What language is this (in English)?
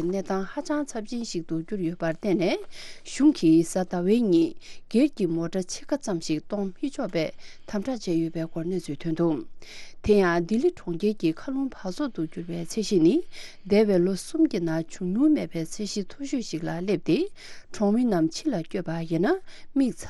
Tibetan